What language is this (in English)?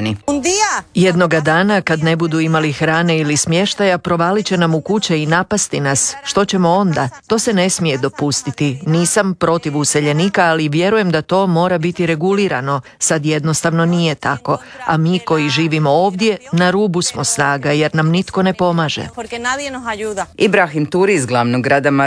Croatian